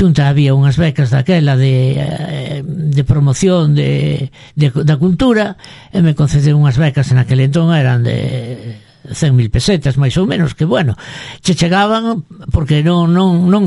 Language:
Galician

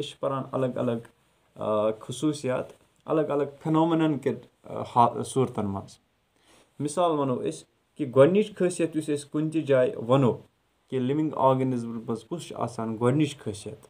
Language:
Kashmiri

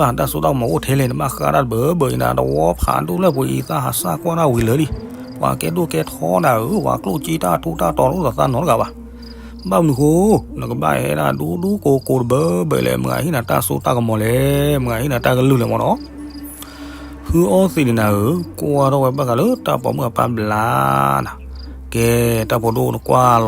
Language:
S'gaw Karen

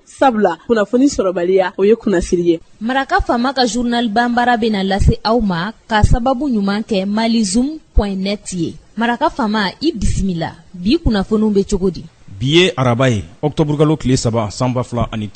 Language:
Bambara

